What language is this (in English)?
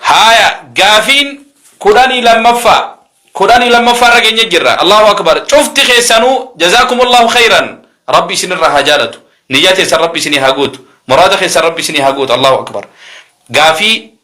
Oromo